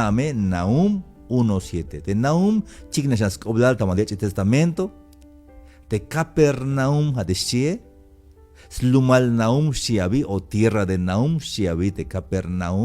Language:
Tzeltal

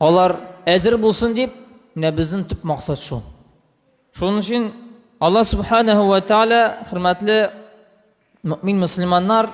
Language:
Tatar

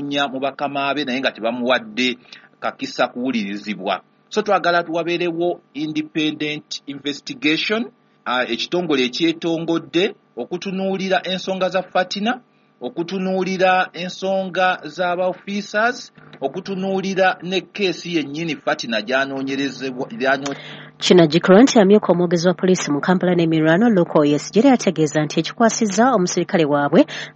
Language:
Ganda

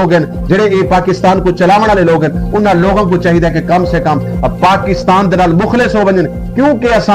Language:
Saraiki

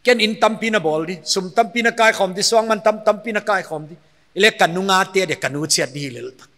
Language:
Paite Chin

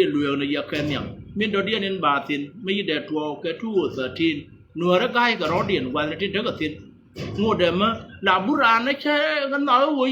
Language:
Nuer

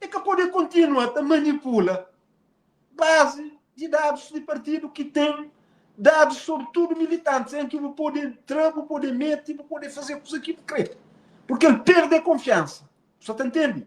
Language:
Kabuverdianu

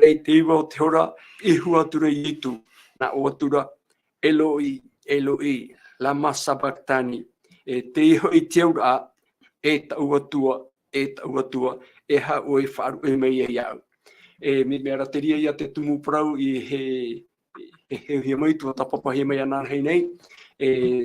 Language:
Tahitian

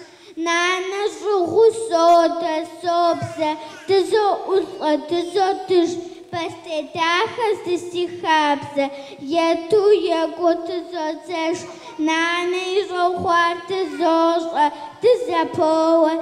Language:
Kabardian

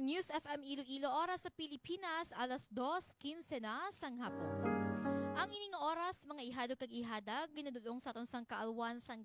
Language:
Hiligaynon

